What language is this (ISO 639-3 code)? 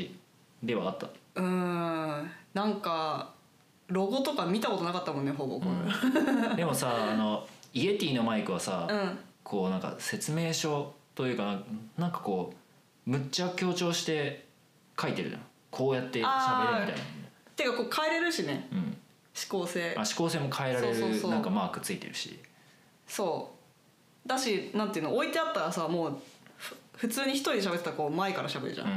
jpn